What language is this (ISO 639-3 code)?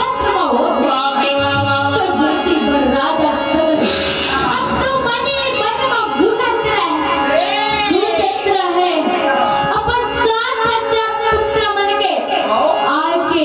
hne